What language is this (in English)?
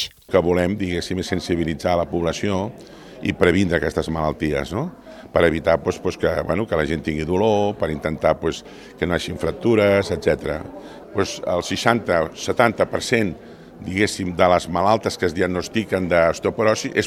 Catalan